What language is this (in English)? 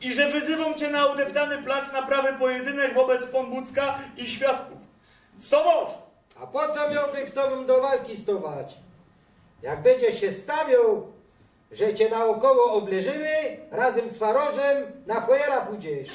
Silesian